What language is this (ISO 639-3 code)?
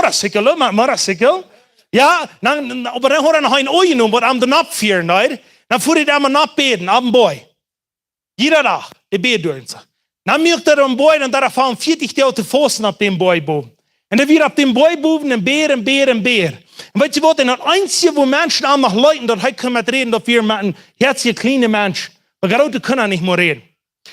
pdt